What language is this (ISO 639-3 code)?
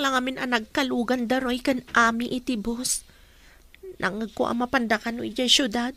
ilo